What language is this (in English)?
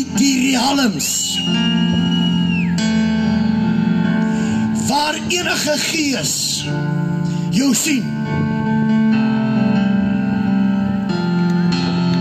Afrikaans